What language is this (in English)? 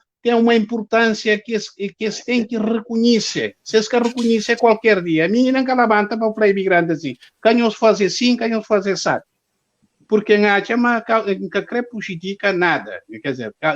Kabuverdianu